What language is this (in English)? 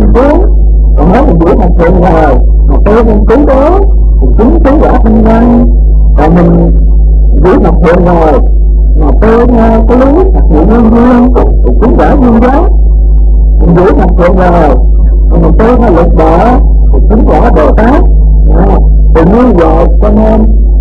Vietnamese